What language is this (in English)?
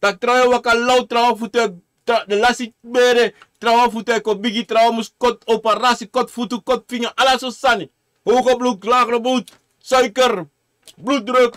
Sranan Tongo